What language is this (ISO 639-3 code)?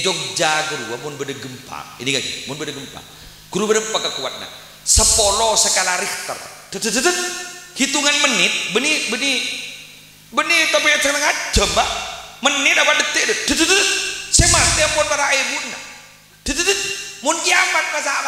mad